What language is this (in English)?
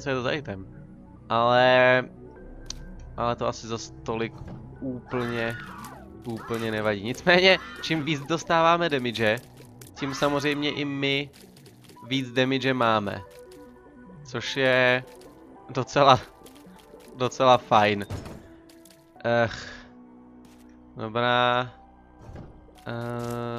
Czech